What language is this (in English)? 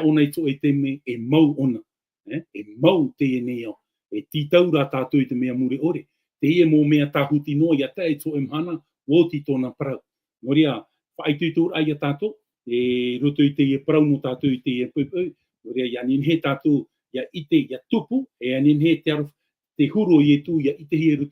Tahitian